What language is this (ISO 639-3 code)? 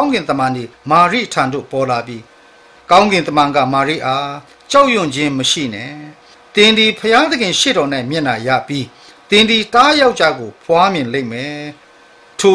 mya